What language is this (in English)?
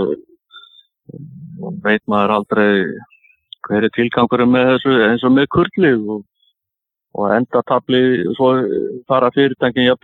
Icelandic